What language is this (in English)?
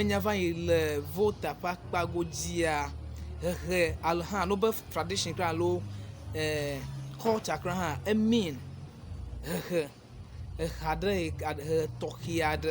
Ewe